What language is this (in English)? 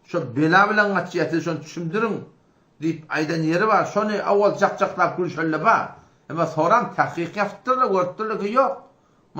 Turkmen